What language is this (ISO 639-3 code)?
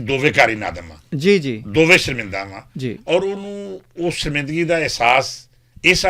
lah